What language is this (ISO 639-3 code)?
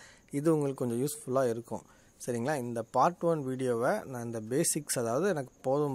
tam